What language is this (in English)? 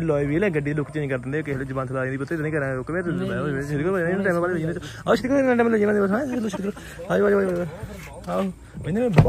Punjabi